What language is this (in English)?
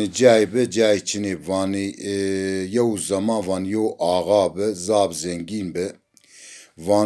Zaza